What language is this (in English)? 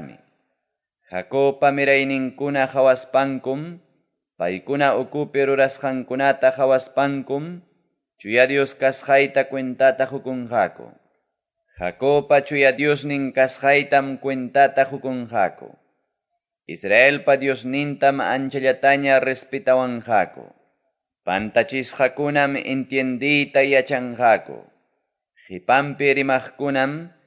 Ayacucho Quechua